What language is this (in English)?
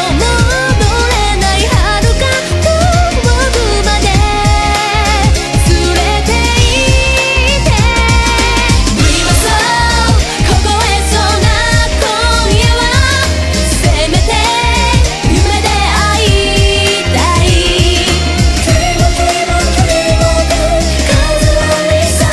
Japanese